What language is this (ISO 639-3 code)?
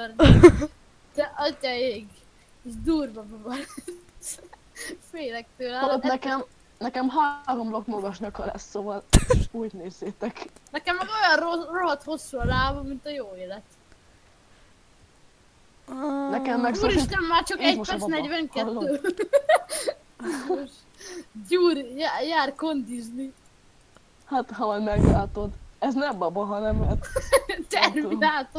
hun